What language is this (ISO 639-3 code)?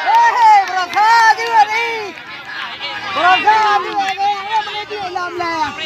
ace